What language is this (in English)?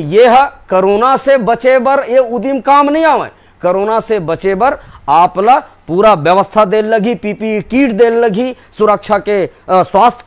Chhattisgarhi